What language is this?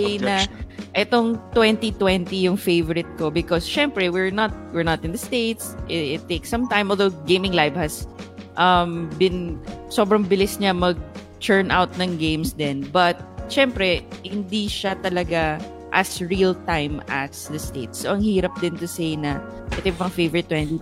Filipino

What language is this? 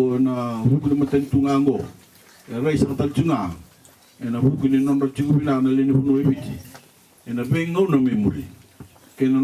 Fijian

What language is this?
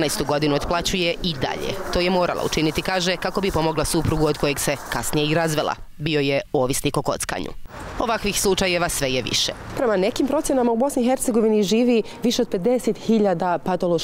Bosnian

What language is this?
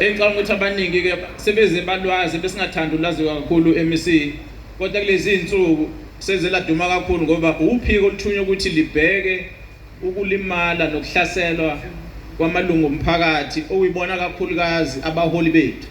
Zulu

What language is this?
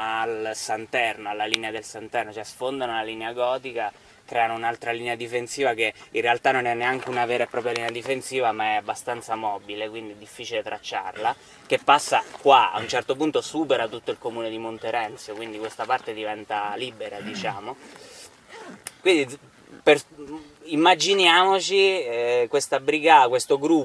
Italian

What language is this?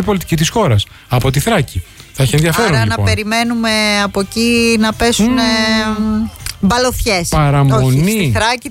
Greek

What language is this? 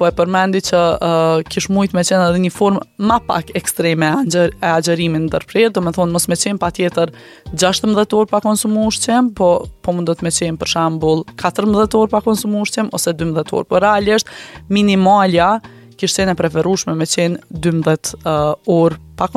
Albanian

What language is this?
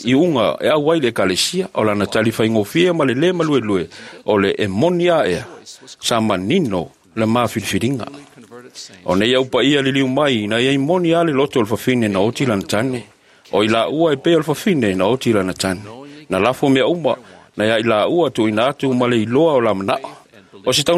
Samoan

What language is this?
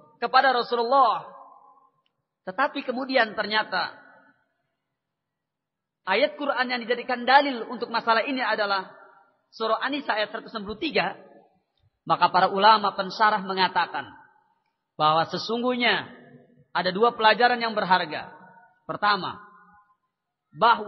Indonesian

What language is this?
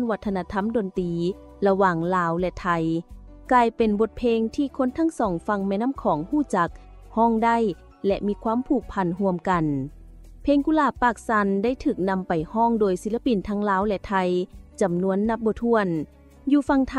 Lao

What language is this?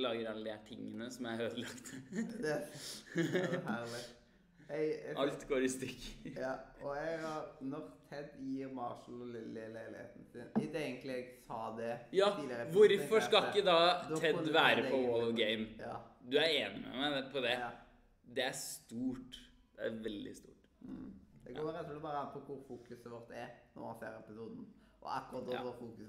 Norwegian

